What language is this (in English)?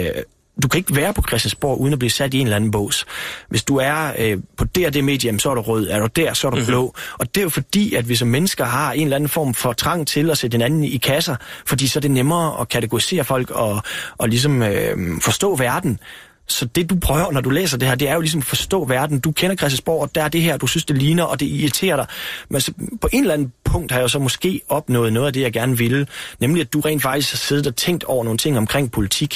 Danish